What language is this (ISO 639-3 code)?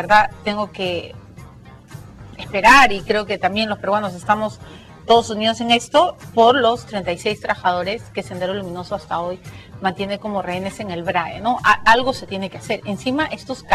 spa